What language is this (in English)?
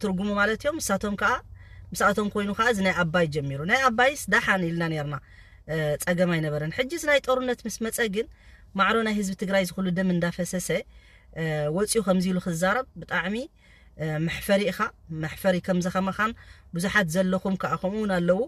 Tigrinya